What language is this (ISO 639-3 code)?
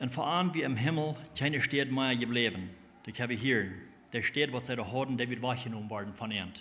pdt